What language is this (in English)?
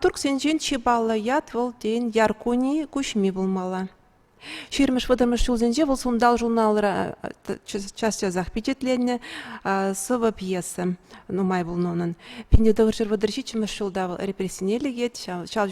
Chuvash